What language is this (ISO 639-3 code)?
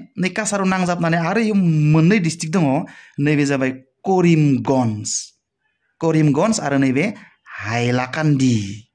brx